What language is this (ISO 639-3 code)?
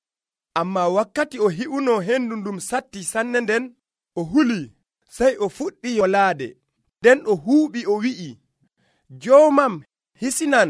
fuv